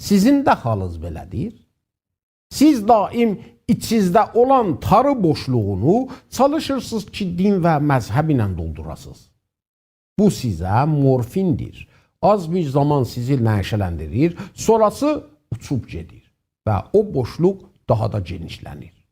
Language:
South Azerbaijani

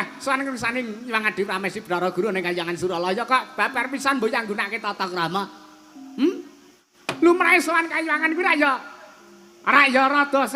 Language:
Javanese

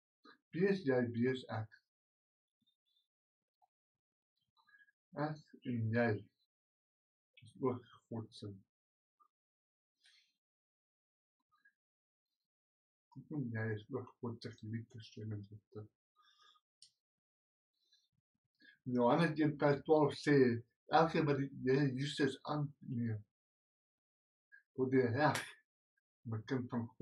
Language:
Afrikaans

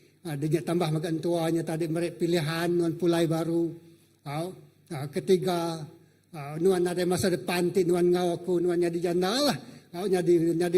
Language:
Iban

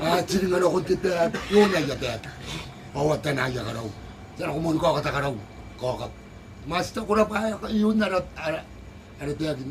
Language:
Gilbertese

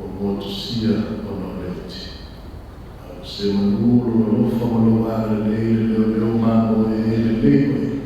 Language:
Samoan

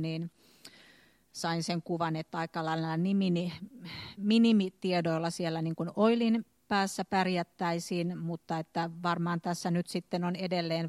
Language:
Finnish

